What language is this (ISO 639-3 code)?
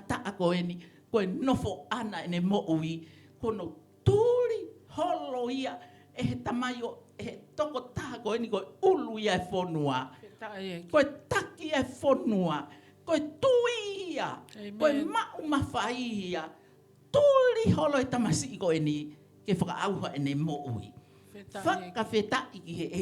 ton